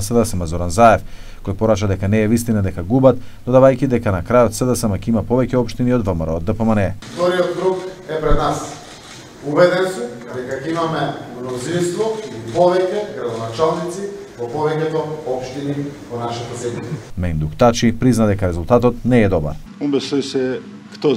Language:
Macedonian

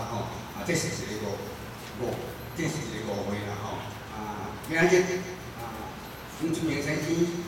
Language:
Min Nan Chinese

